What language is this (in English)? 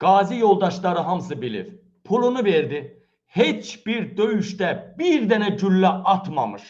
Azerbaijani